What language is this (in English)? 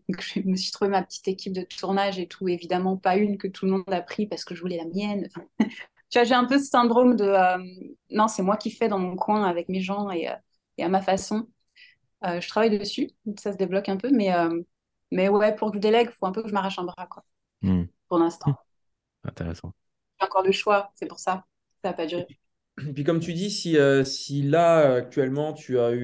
French